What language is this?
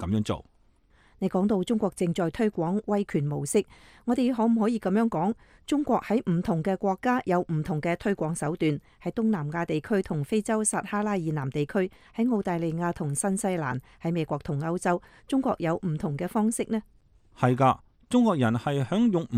Cantonese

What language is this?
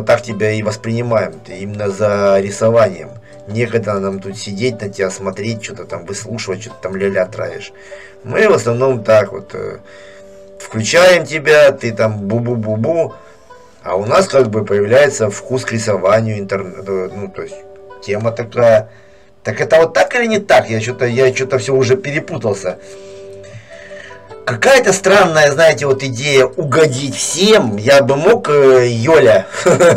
Russian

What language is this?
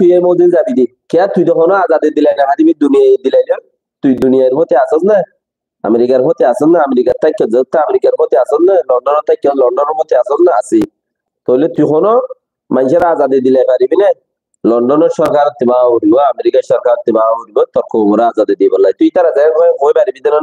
Rohingya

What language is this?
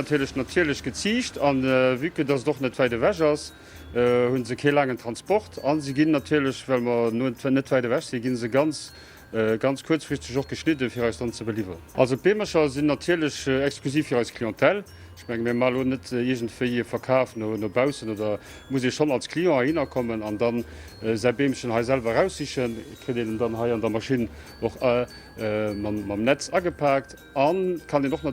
Luxembourgish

